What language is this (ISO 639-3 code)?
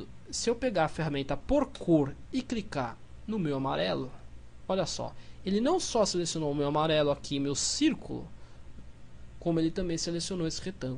por